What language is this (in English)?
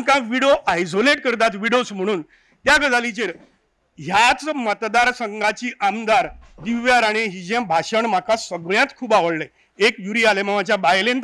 Konkani